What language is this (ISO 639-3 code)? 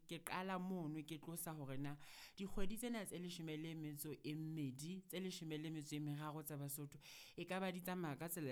sot